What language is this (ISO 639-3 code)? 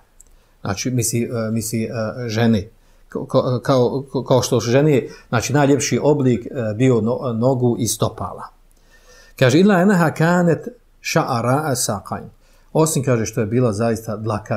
bos